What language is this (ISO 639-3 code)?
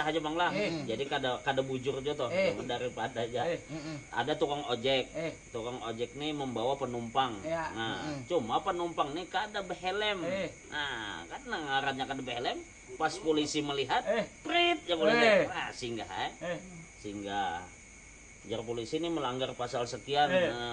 bjn